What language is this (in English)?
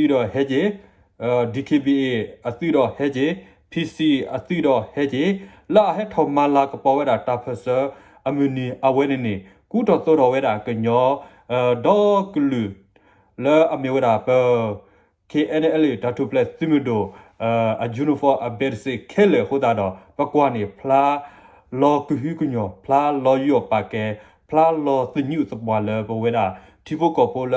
S'gaw Karen